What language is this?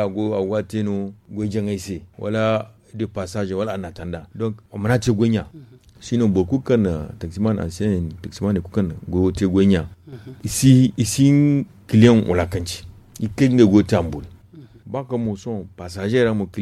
Zarma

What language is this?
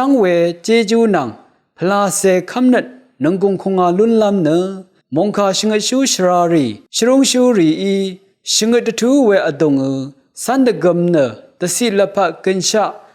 Rawang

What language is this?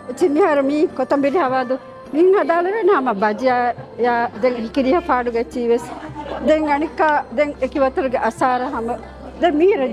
Divehi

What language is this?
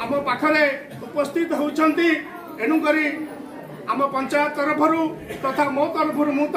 Odia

